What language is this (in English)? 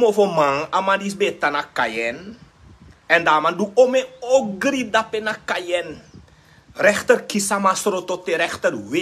Sranan Tongo